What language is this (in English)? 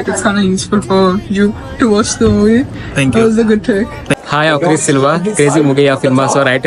Konkani